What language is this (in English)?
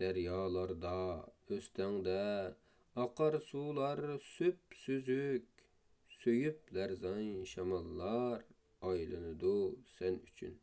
Uyghur